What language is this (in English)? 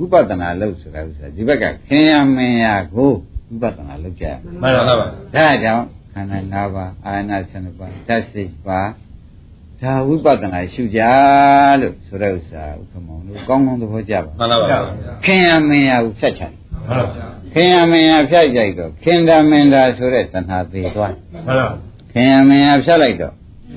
Burmese